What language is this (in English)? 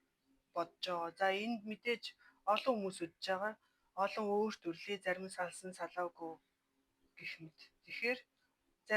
Mongolian